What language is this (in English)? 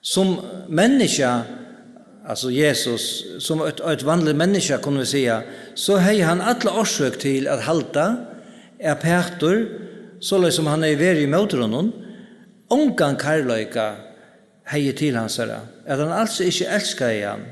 Faroese